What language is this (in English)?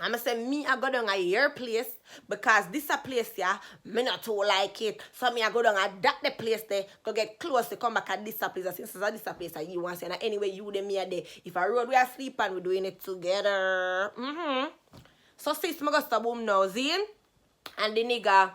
Jamaican Creole English